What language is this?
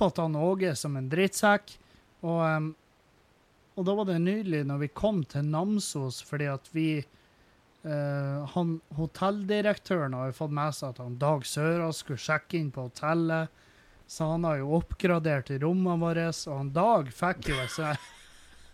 Norwegian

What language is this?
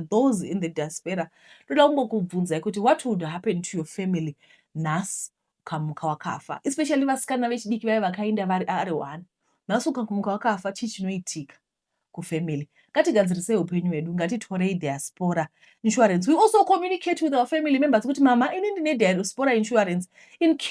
Shona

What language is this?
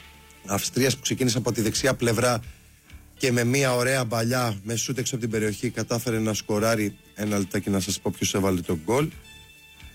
Greek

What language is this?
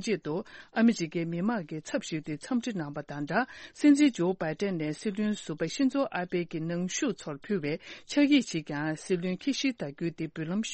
Tibetan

